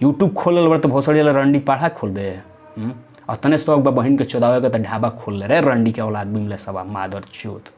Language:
Bhojpuri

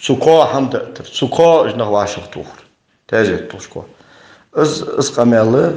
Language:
Ingush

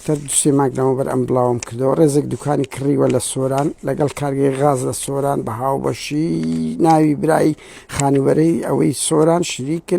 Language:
Central Kurdish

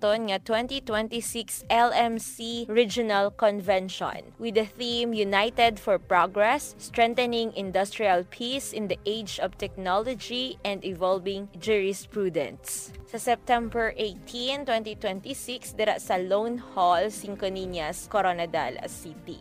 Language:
Hiligaynon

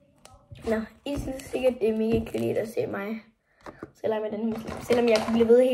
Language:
Danish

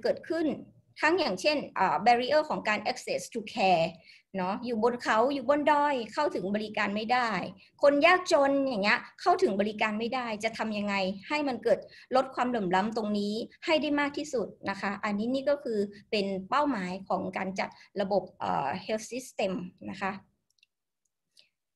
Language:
Thai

